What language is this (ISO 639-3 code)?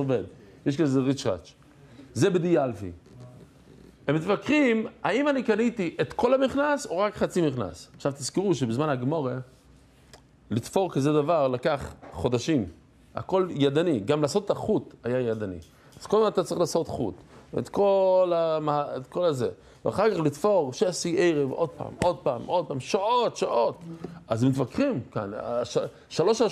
heb